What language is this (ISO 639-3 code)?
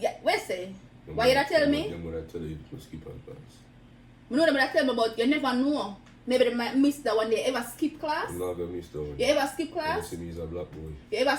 jam